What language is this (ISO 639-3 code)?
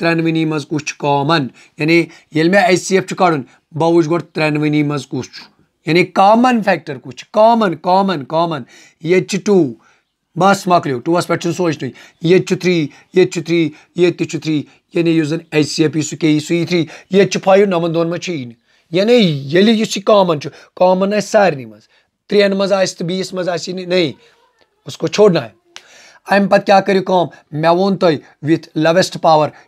kas